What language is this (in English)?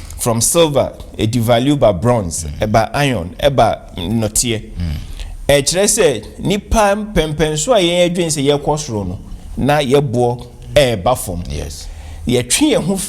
Akan